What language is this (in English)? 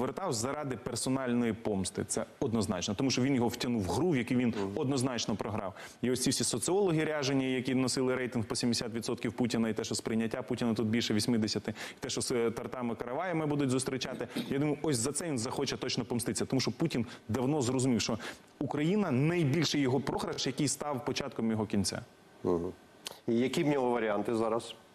Ukrainian